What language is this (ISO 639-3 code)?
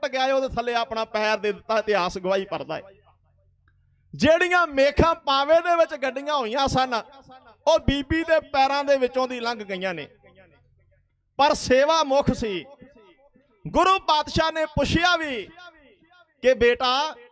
pan